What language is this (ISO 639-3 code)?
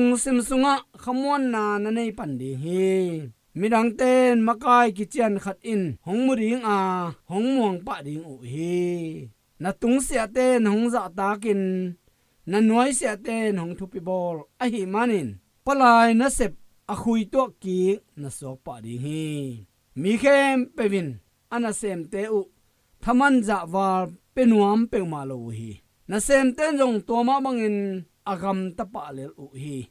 ctd